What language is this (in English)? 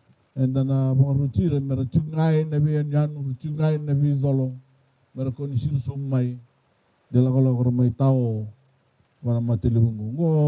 Fijian